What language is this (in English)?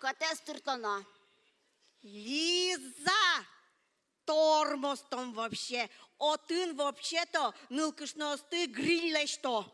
Udmurt